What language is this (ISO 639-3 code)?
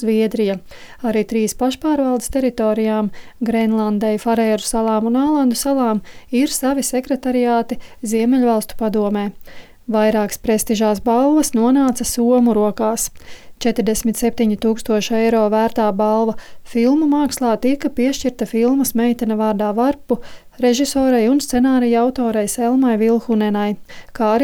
lav